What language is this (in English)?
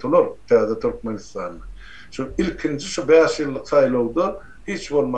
Turkmen